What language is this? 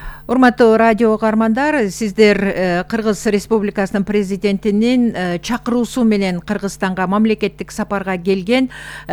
Kyrgyz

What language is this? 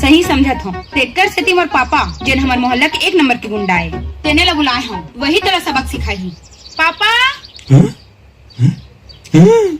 Chhattisgarhi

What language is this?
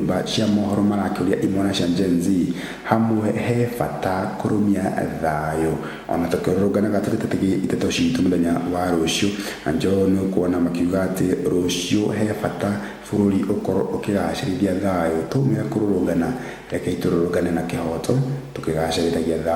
Kikuyu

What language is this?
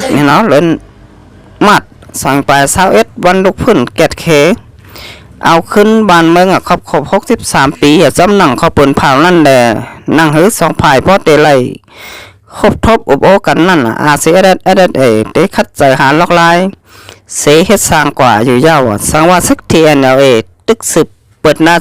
Shan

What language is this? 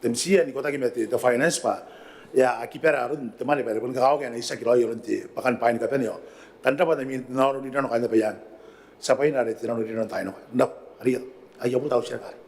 Gilbertese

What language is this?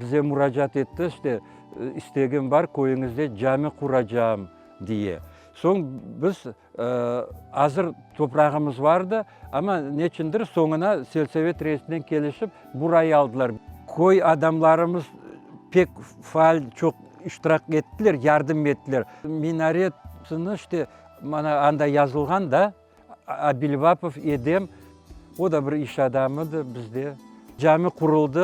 Crimean Tatar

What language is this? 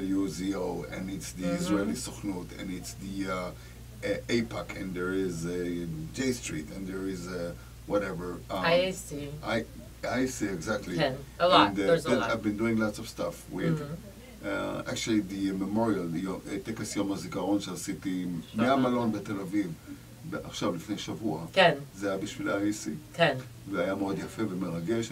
Hebrew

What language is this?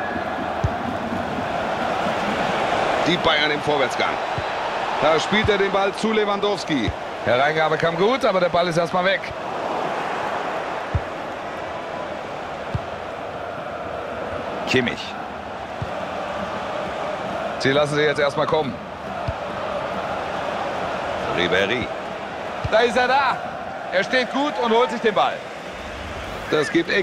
German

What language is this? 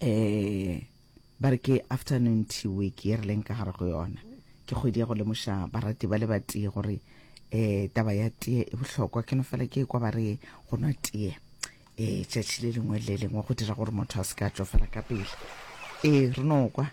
Northern Sotho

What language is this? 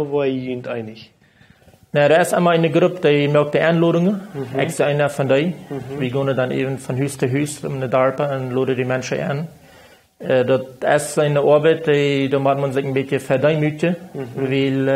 Plautdietsch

